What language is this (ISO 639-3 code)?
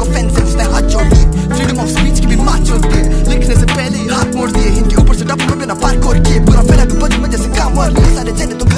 hin